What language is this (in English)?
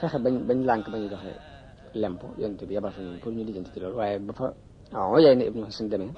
Wolof